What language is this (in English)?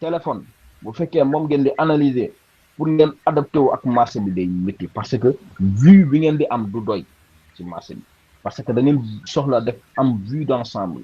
Wolof